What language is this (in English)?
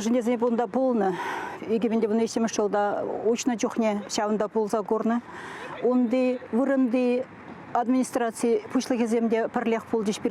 Chuvash